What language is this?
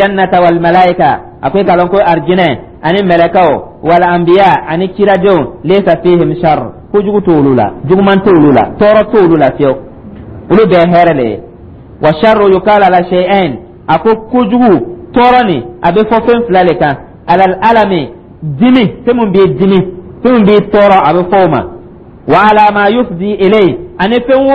Dyula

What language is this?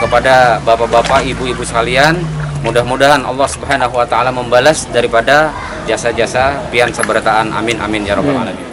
Banjar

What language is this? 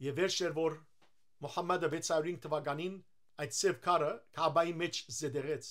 Western Armenian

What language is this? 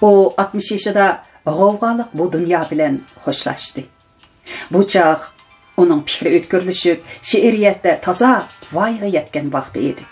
Uyghur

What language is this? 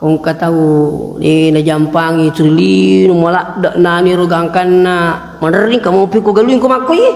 Buginese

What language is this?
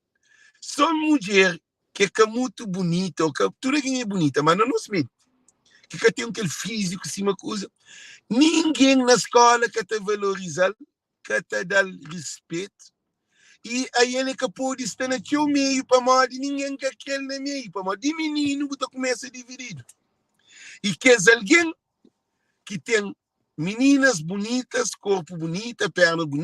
Kabuverdianu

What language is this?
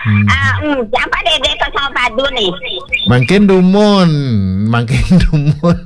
Balinese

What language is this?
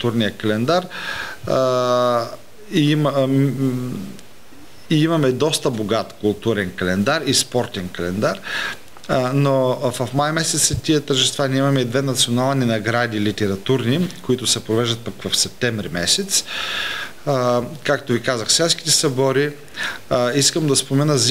Bulgarian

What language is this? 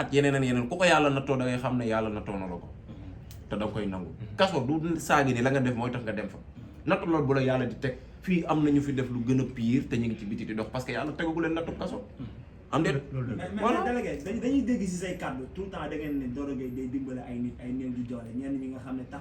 Wolof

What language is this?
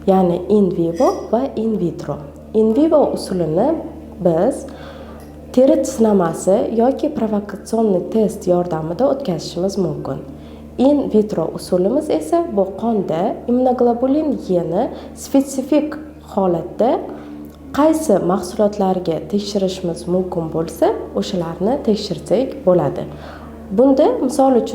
Uzbek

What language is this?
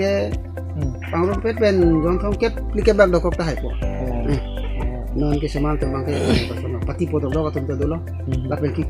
Karbi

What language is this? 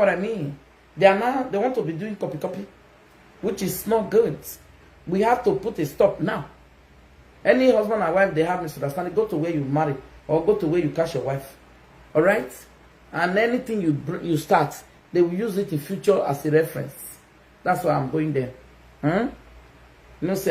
Nigerian Pidgin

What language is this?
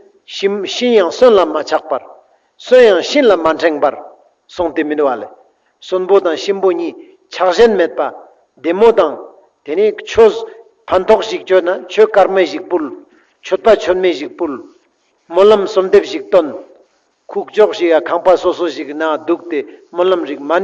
Ladakhi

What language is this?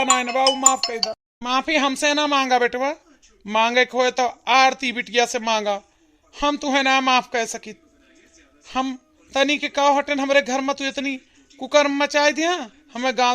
Awadhi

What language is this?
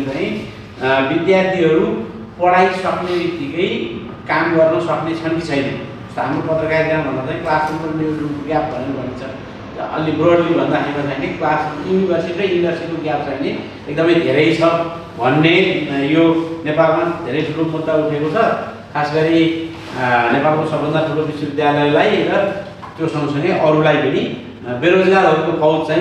Nepali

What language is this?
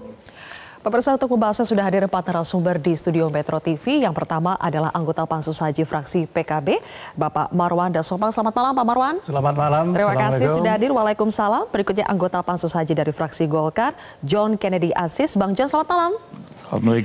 Indonesian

